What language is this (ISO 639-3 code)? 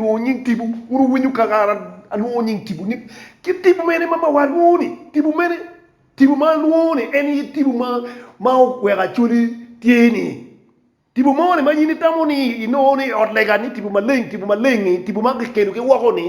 ach